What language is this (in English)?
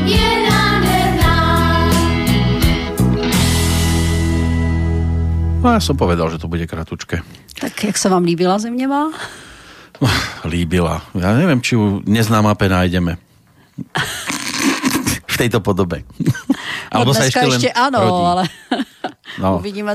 Slovak